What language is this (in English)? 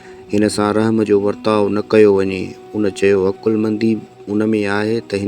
Sindhi